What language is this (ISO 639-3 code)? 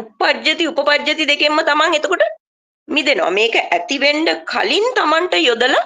sin